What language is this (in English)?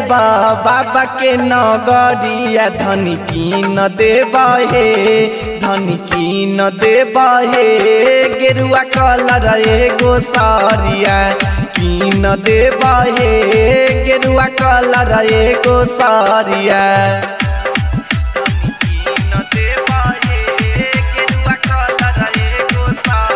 Bhojpuri